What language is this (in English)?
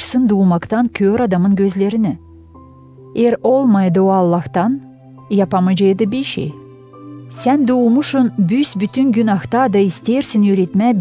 Gagauz